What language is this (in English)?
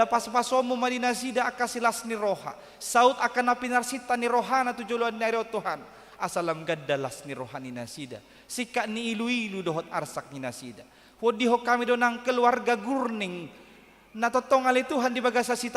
Batak Toba